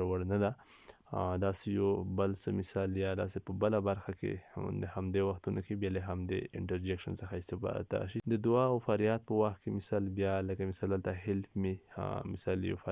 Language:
Pashto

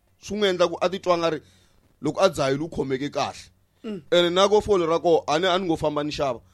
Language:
Tsonga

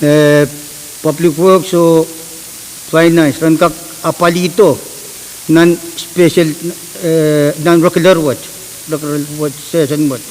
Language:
Pohnpeian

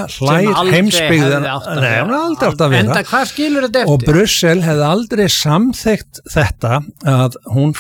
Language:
Icelandic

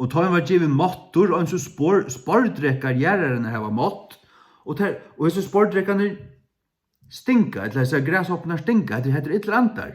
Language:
Faroese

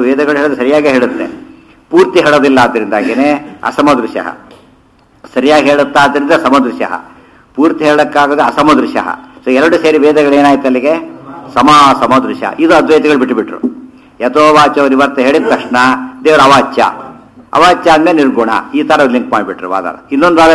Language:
Kannada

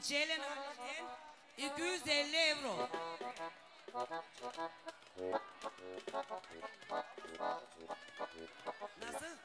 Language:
Turkish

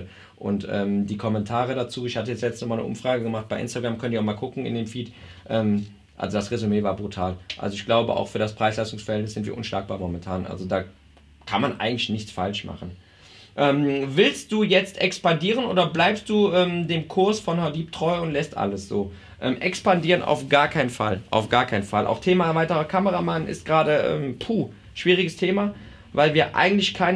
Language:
German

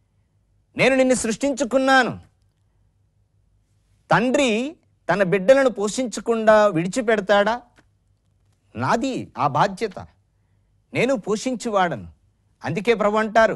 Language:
Telugu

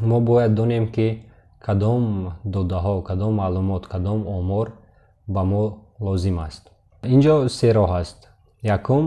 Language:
Tajik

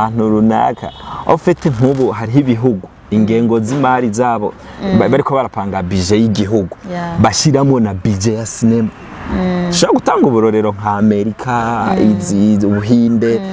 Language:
Rundi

